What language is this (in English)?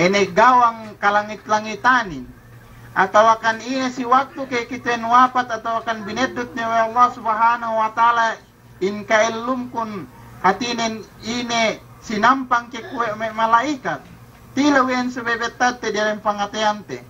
Yakan